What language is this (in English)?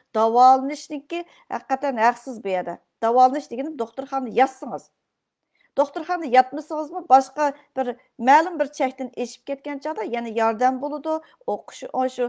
Uyghur